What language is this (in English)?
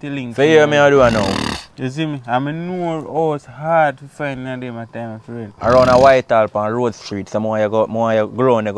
Jamaican Creole English